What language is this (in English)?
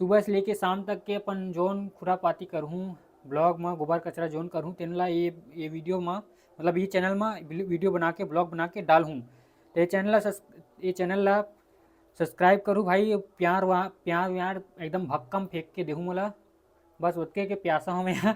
Chhattisgarhi